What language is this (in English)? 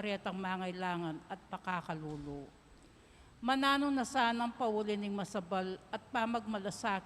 Pampanga